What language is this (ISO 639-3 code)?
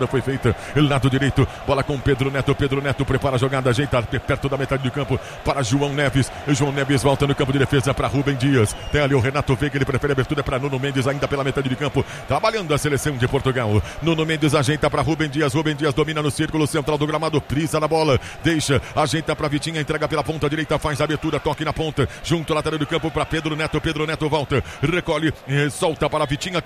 por